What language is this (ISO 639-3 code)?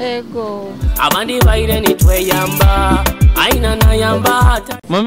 nyo